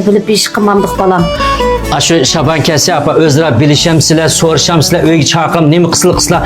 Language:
Uyghur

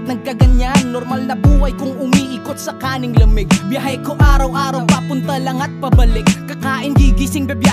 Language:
Filipino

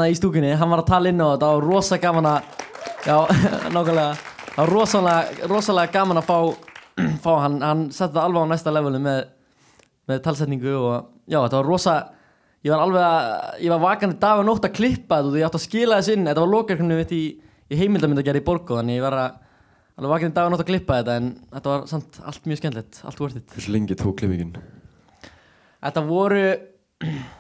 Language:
Icelandic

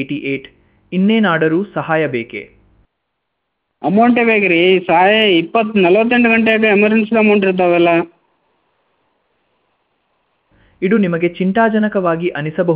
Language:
Kannada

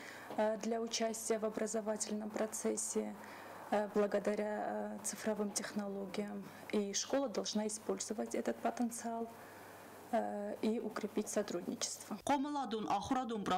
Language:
Ossetic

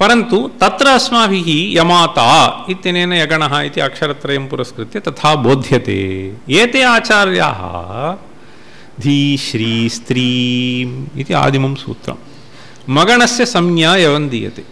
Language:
Sanskrit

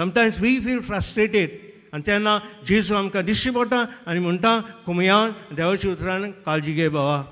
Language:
Konkani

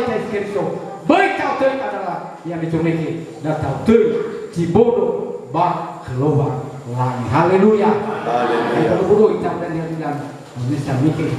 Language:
Nias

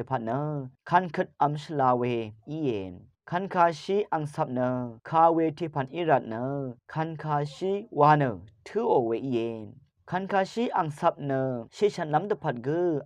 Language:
Rawang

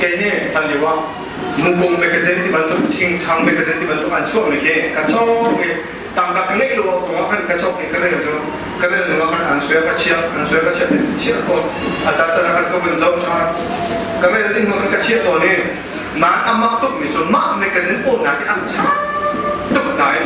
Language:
Hakha Chin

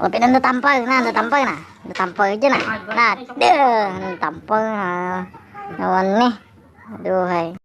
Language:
Banjar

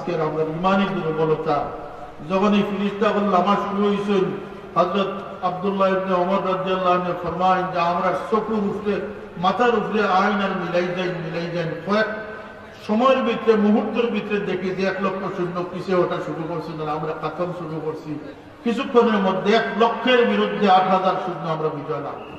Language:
Sylheti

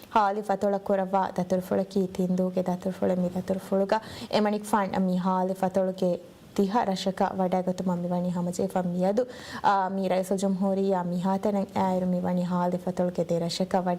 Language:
Divehi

